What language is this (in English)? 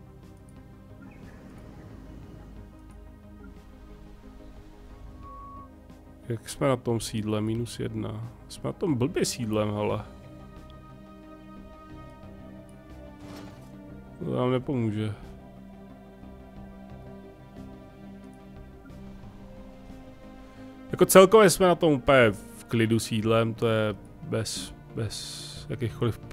Czech